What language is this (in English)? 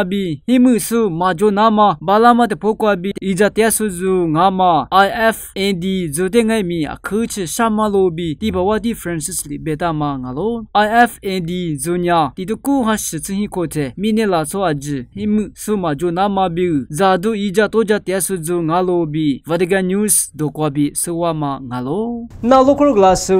Lisu